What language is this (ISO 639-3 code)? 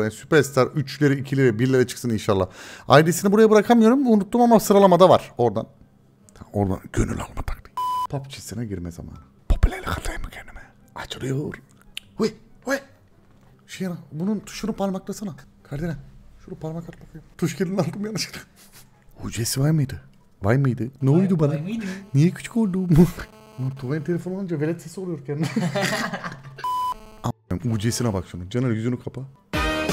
tur